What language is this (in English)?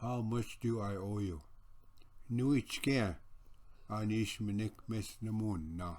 Ojibwa